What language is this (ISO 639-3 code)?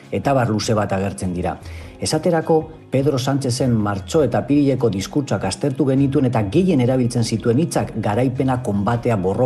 eus